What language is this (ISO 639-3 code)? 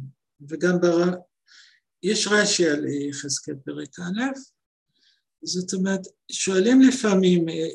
heb